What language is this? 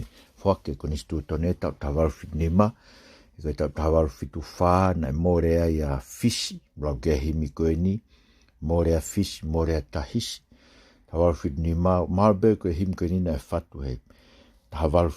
Tongan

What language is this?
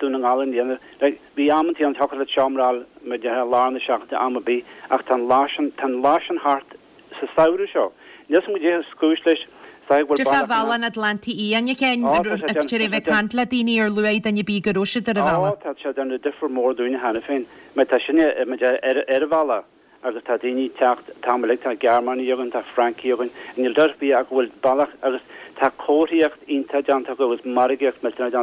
Irish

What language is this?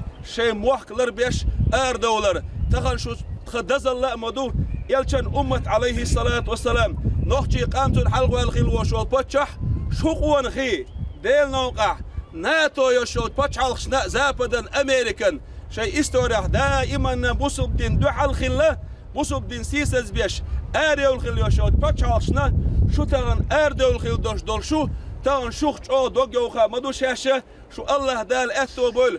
Chechen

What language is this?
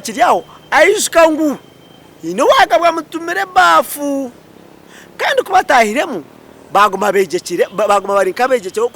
Nyankole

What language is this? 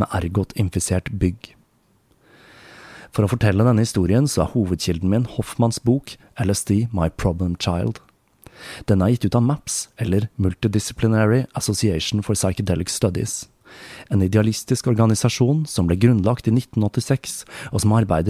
Norwegian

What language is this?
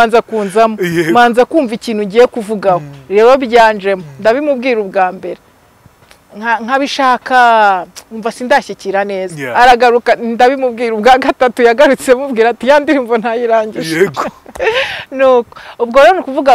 Kinyarwanda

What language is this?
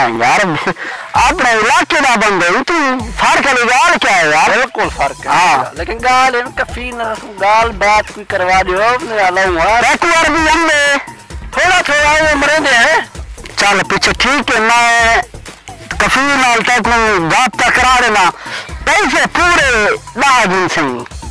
Saraiki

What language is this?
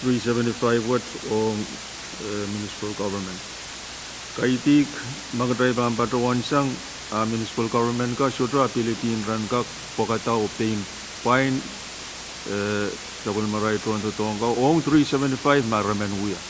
Pohnpeian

